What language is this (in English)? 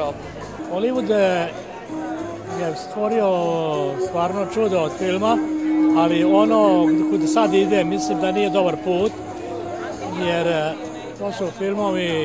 Serbian